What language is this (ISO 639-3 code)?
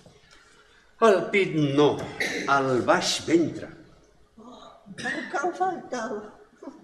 cat